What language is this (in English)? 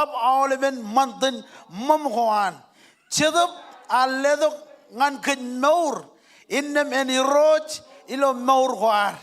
Marshallese